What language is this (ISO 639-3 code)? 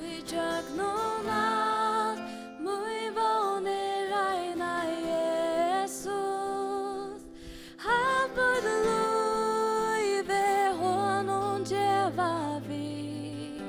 fao